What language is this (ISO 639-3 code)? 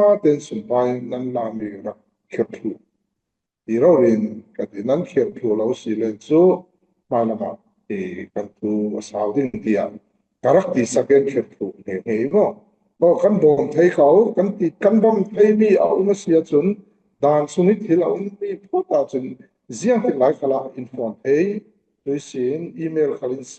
cfm